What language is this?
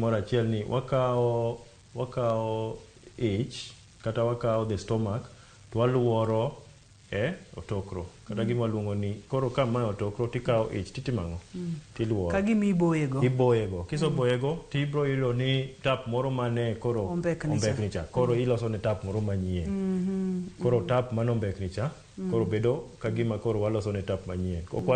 Luo (Kenya and Tanzania)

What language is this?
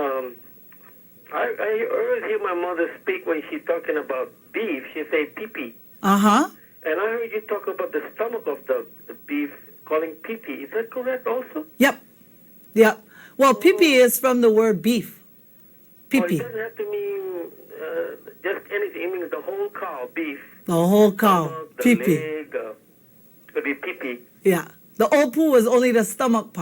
Hawaiian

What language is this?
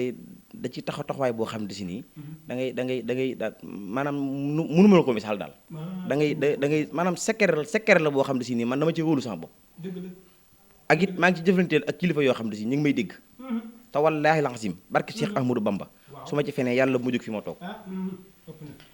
Wolof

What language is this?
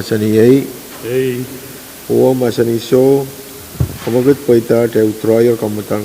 Pohnpeian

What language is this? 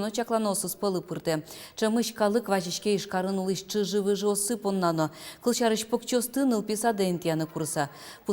Udmurt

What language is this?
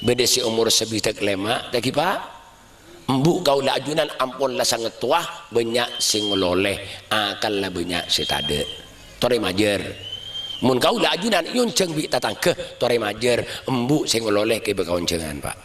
Madurese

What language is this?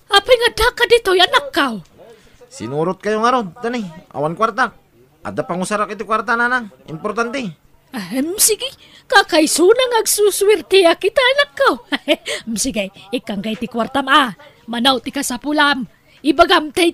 Iloko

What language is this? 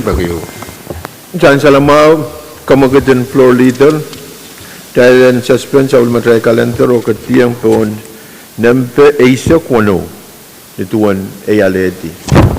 Pohnpeian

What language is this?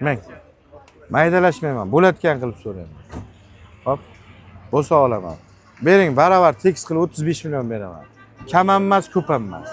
Uzbek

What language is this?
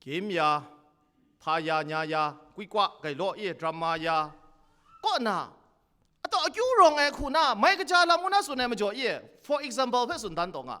Kachin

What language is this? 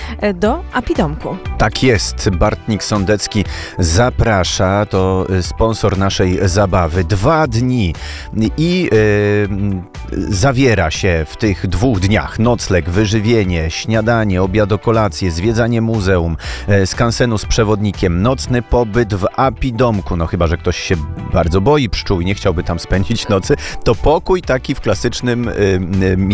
Polish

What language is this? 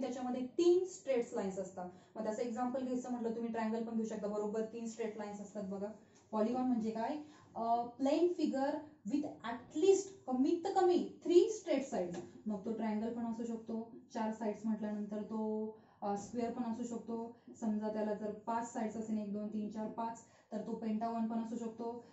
Marathi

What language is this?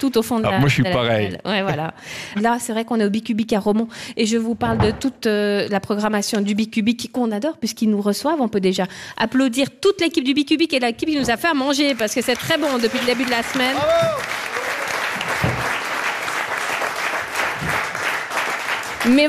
French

